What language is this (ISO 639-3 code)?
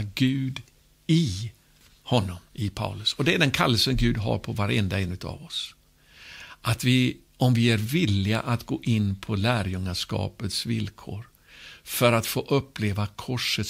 swe